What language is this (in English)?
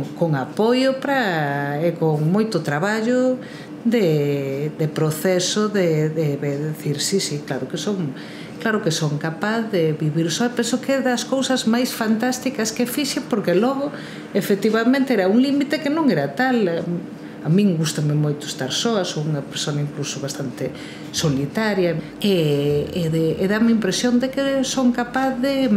Galician